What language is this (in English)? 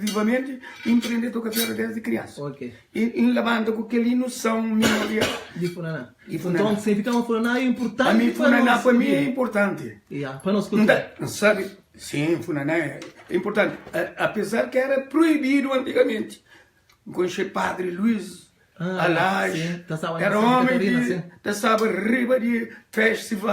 Kabuverdianu